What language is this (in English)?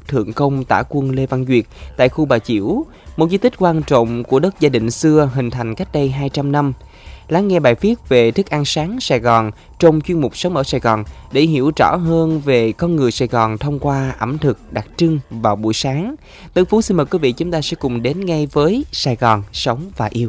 Vietnamese